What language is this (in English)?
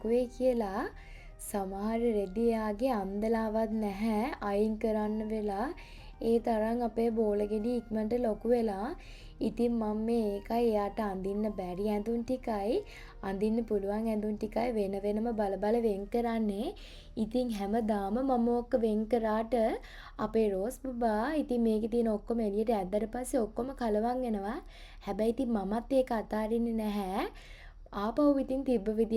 Sinhala